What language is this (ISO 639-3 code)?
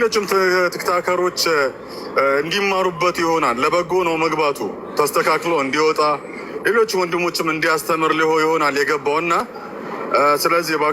amh